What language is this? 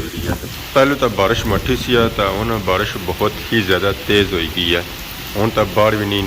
Pahari-Potwari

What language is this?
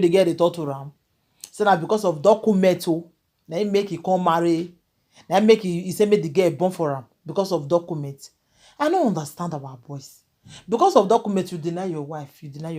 Nigerian Pidgin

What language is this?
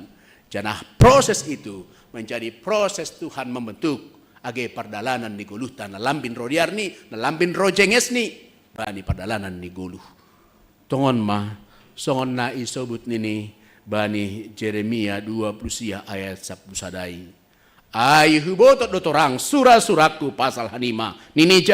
Batak Simalungun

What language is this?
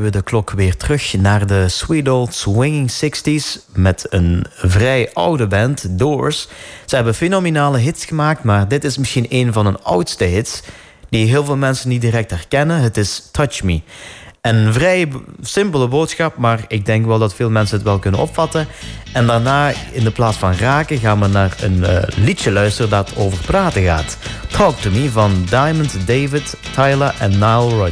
Dutch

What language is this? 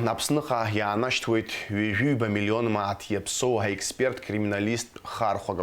Abkhazian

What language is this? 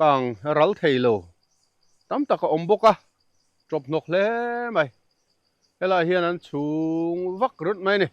Mizo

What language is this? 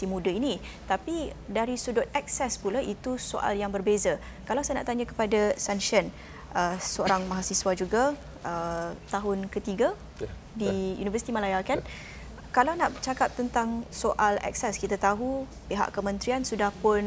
Malay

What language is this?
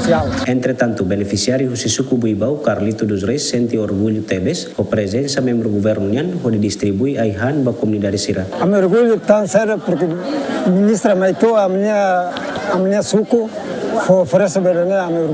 Tetum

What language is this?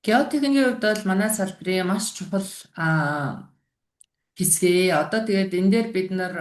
Mongolian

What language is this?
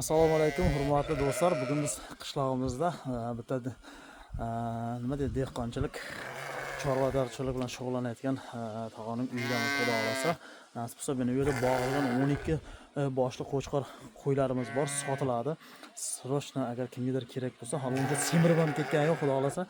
Uzbek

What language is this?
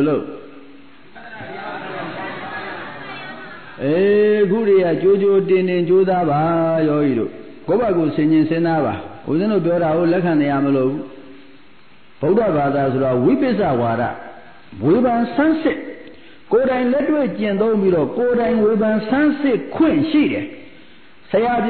Burmese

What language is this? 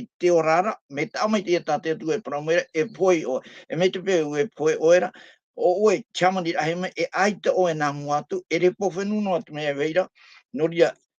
Tahitian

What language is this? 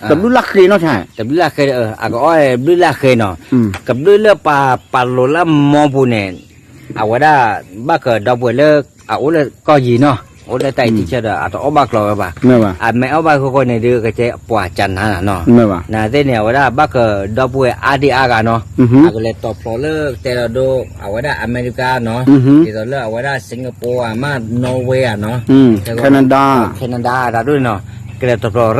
S'gaw Karen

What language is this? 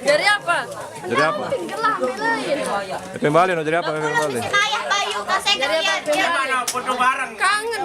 Sasak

